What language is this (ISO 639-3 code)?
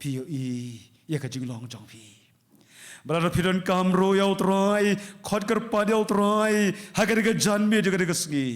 kha